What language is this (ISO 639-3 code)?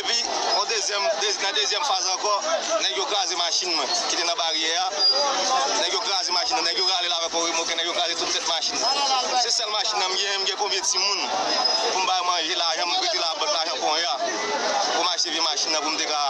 hat